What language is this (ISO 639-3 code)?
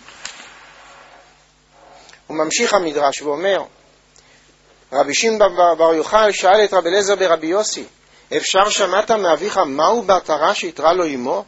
heb